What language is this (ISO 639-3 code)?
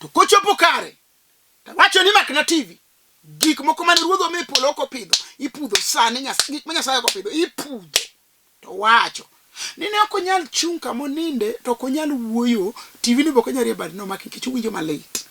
luo